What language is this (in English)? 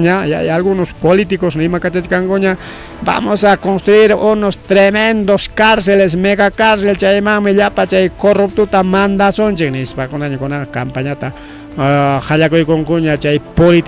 Ayacucho Quechua